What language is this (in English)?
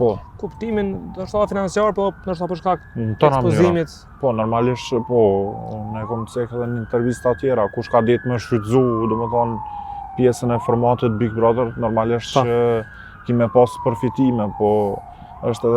Albanian